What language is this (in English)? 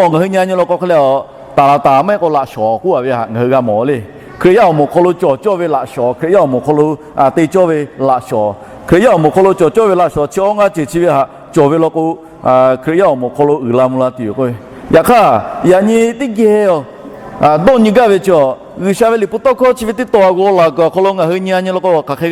Lahu